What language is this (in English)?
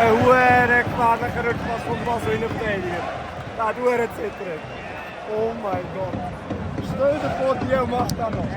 Swiss German